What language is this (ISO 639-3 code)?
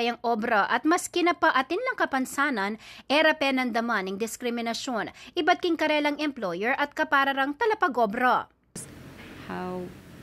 pam